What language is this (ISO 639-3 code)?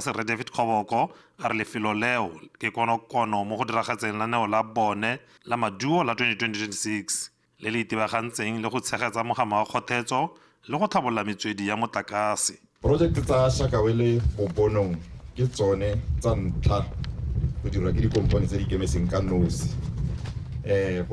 tsn